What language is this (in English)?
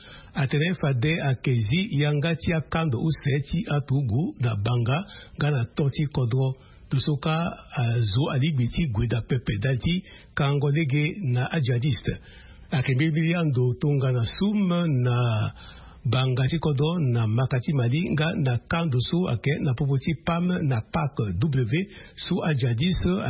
Sango